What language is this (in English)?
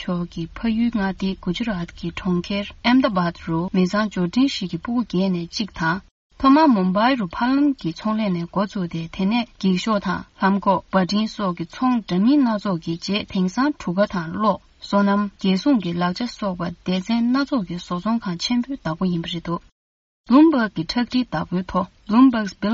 Tibetan